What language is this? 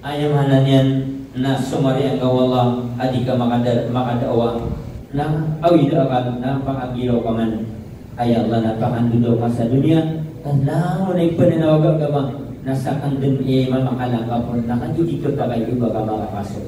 Maranao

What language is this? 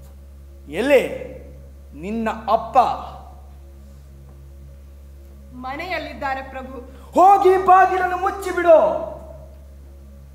Kannada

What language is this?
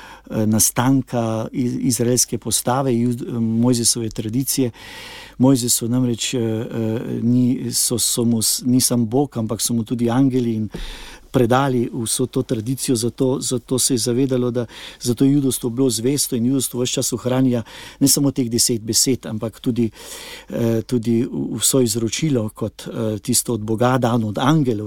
Slovenian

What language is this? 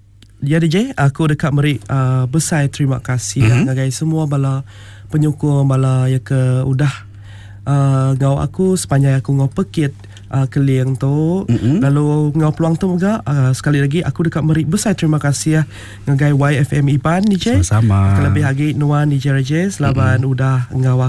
Iban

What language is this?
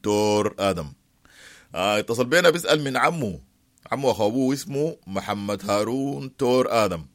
Sudanese Arabic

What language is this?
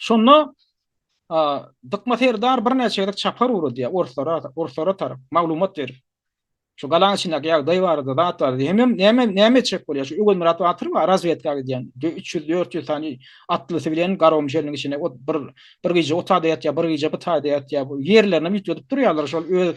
Turkmen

